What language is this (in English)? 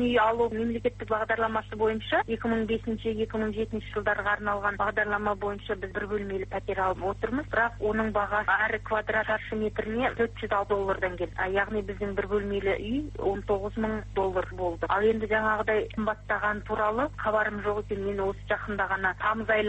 Kazakh